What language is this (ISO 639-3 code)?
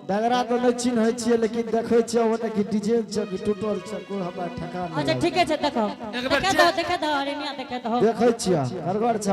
anp